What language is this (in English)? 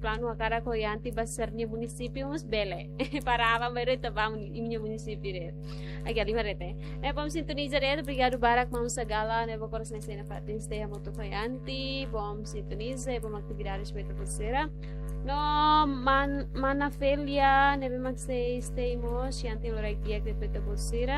Tetum